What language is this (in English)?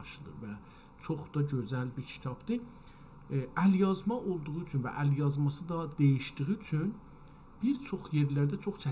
South Azerbaijani